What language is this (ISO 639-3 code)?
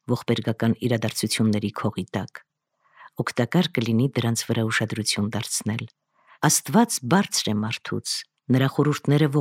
hye